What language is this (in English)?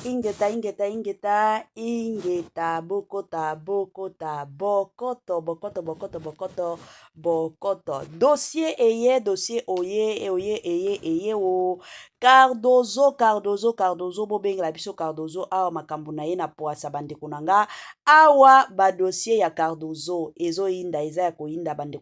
Lingala